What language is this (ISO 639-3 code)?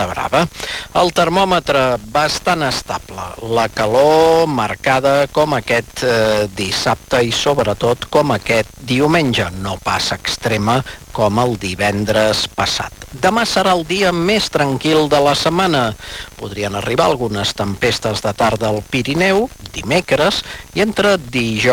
cat